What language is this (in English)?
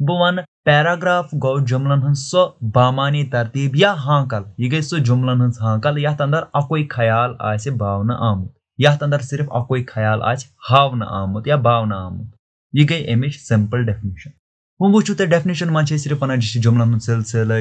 Kashmiri